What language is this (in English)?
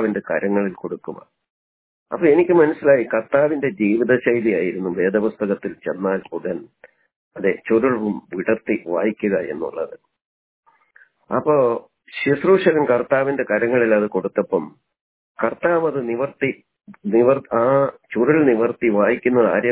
Malayalam